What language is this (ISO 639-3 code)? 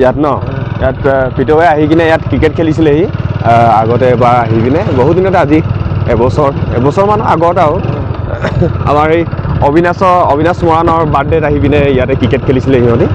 asm